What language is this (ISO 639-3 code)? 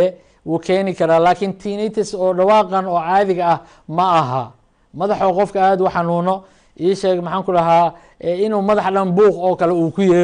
som